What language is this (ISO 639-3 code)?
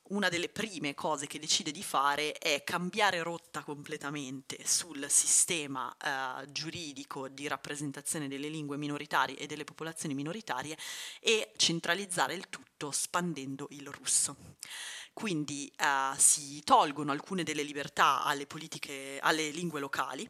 ita